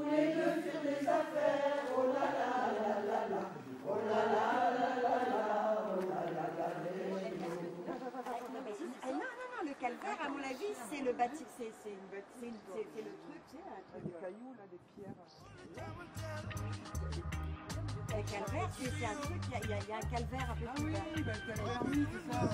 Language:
French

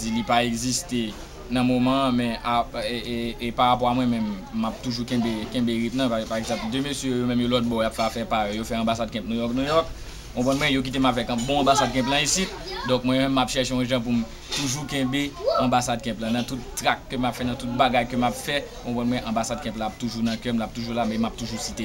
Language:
Haitian Creole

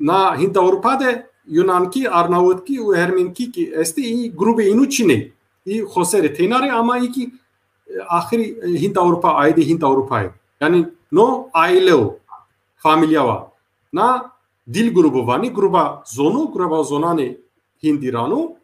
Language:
Zaza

